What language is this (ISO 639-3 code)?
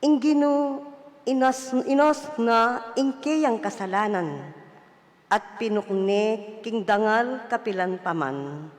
pam